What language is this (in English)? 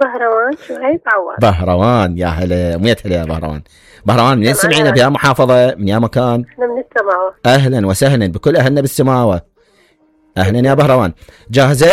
Mesopotamian Arabic